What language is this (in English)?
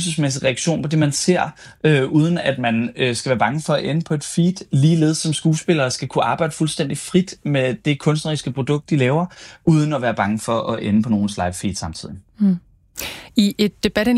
Danish